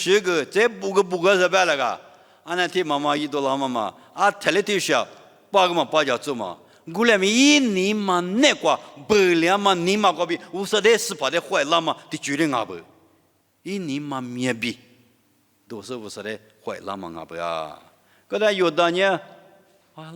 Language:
Lisu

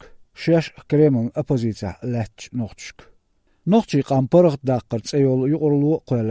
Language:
Chechen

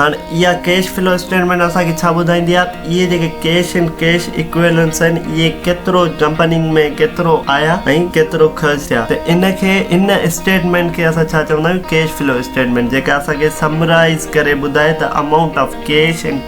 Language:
Sindhi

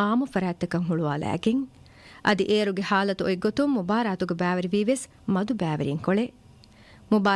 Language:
Divehi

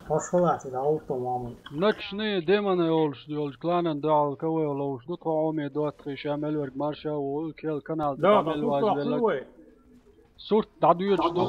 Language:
Chechen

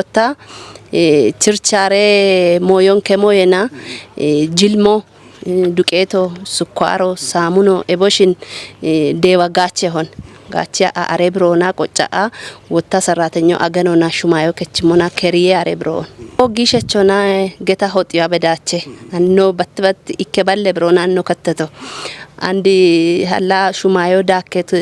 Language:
Kafa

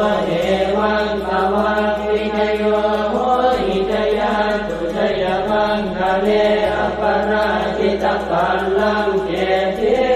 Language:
Pali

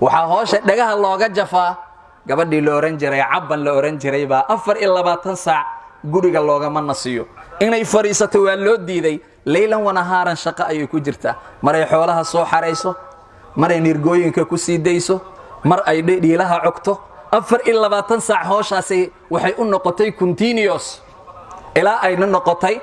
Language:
Somali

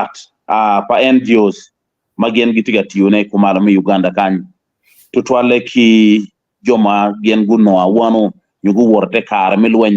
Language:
Acoli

